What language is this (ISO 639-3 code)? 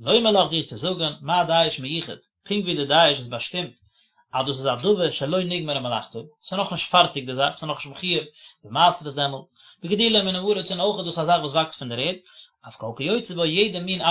yid